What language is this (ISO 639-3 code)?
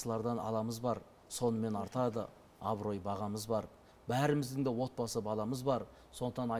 kaz